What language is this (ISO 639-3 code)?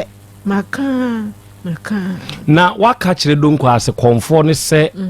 aka